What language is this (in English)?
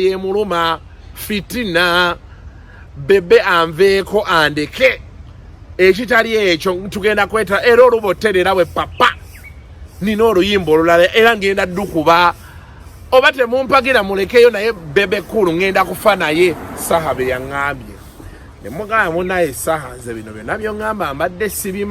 Ganda